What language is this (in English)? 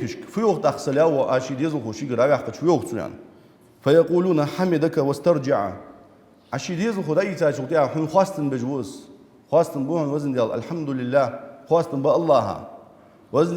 Ingush